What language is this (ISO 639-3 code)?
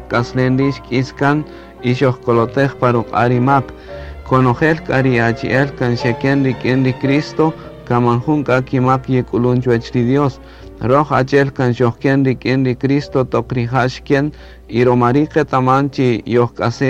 cak